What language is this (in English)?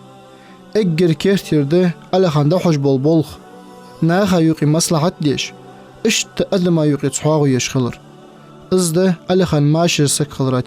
Ingush